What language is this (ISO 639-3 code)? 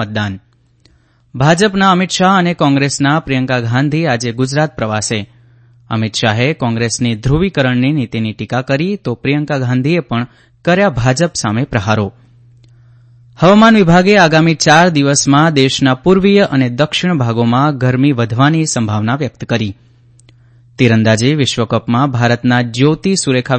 guj